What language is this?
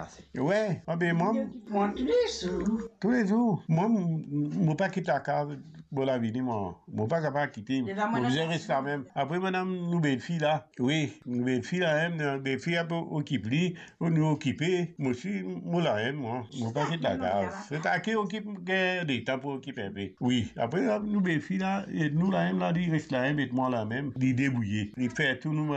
Morisyen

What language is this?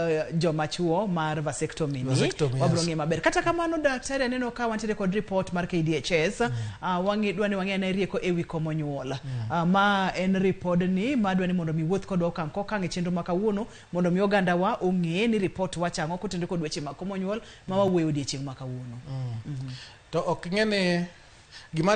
Luo (Kenya and Tanzania)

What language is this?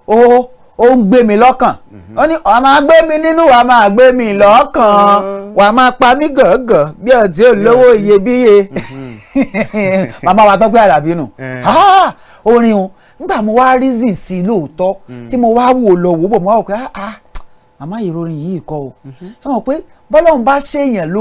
Yoruba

